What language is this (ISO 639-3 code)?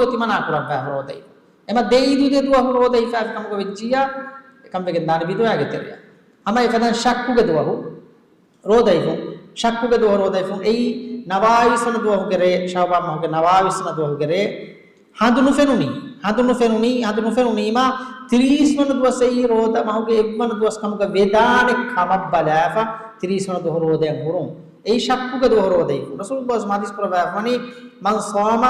div